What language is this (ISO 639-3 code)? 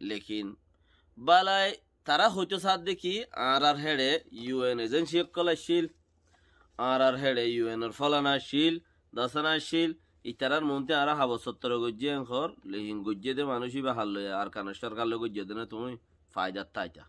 rhg